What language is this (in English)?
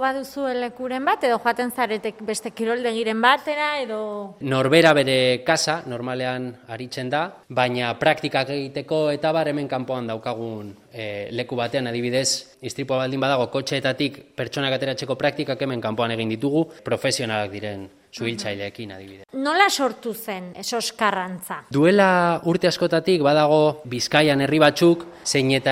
Basque